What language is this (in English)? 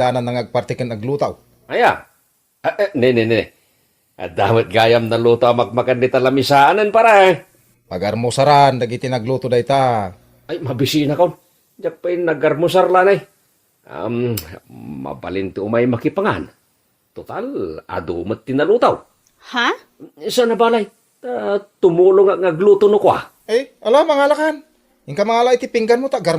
Iloko